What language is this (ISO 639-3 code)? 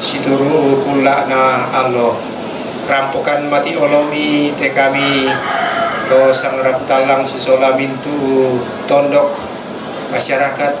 sda